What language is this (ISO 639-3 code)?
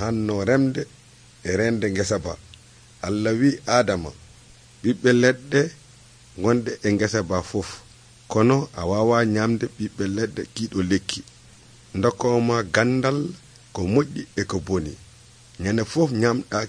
fuv